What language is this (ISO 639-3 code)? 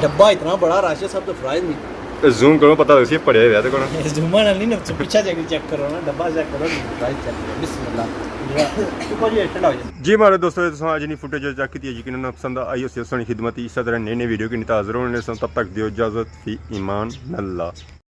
phr